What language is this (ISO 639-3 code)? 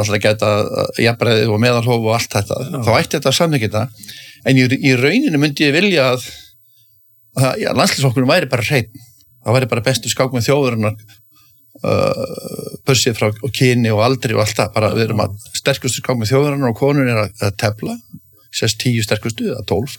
isl